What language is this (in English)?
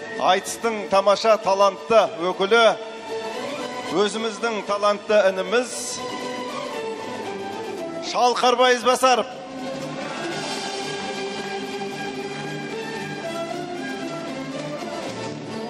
Kazakh